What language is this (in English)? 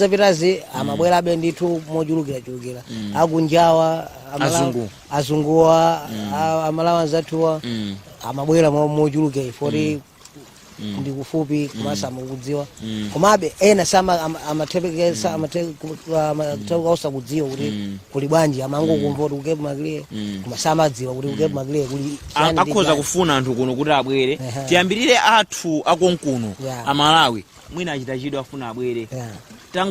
Nyanja